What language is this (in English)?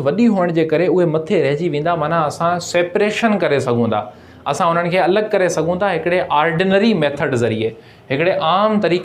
Sindhi